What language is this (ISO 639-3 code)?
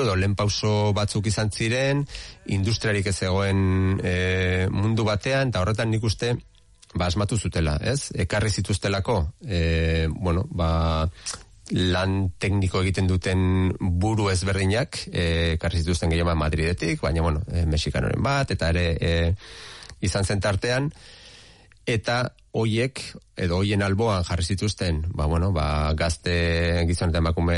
eus